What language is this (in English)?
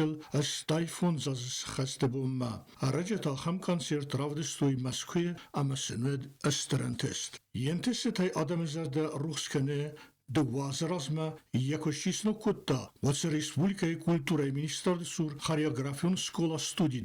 Ossetic